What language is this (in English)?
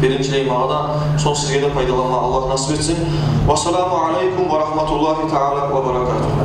Kumyk